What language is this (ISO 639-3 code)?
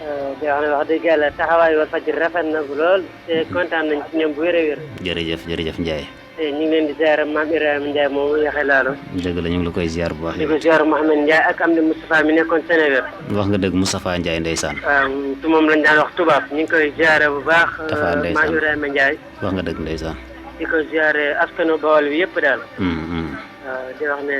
wol